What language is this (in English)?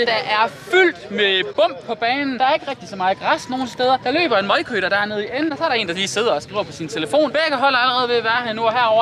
Danish